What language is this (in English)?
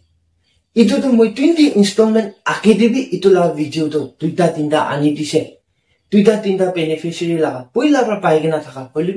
Naga Pidgin